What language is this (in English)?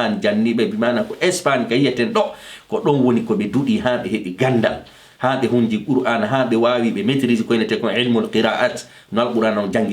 Fula